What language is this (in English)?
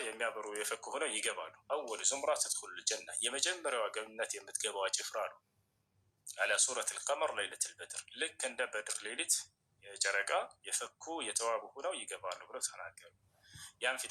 Amharic